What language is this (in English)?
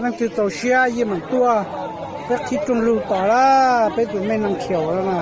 Hmong